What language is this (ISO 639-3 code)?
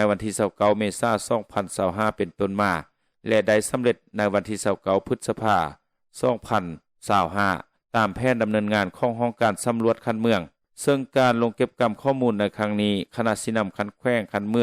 lao